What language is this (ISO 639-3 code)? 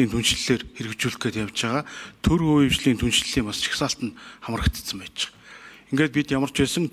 mon